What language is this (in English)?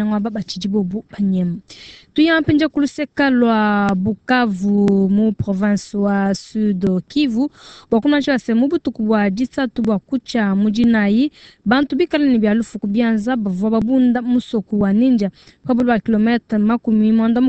Luba-Lulua